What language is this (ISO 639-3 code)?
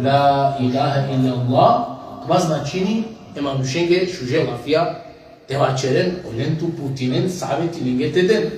rmn